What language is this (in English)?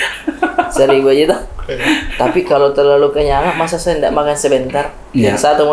Makassar Malay